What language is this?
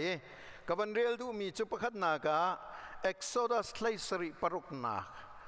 Hakha Chin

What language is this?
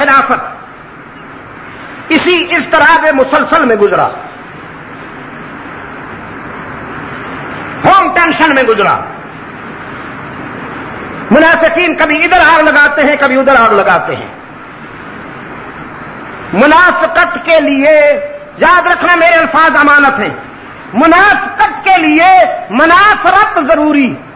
Urdu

